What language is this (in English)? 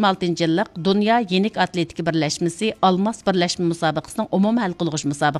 Uyghur